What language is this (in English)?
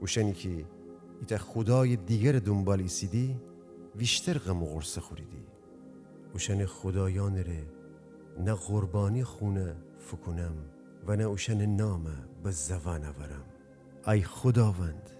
Gilaki